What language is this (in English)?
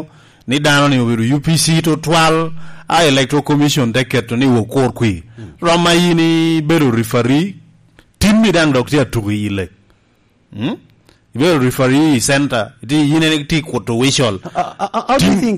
Lango (Uganda)